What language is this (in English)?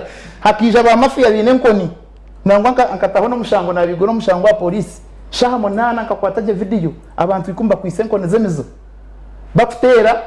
Nyankole